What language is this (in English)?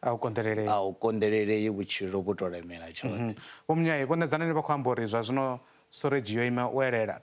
Venda